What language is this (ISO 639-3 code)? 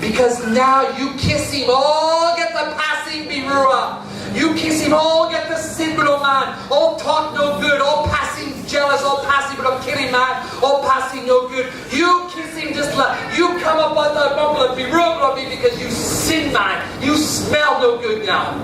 tpi